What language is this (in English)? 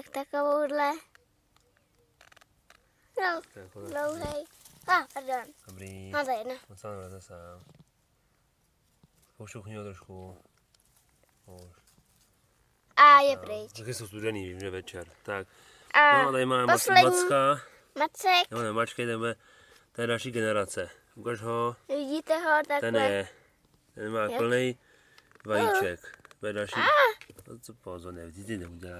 Czech